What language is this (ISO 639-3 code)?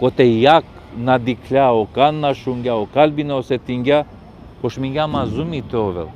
rmn